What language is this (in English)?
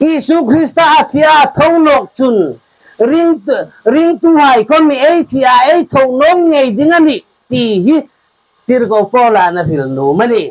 Hmar